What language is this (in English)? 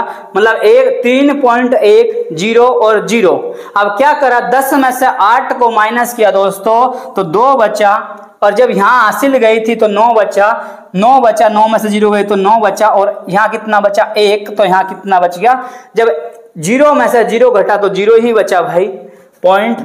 Hindi